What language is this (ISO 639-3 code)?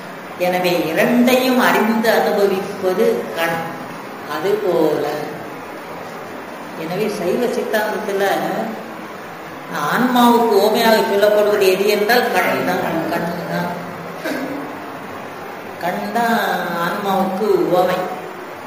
tam